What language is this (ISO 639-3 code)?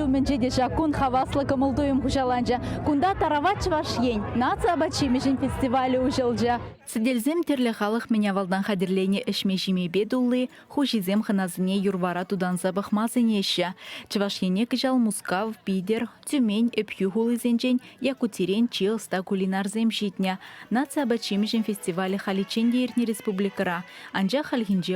chv